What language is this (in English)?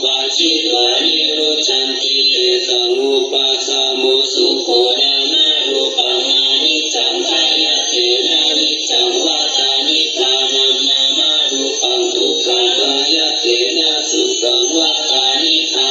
Pali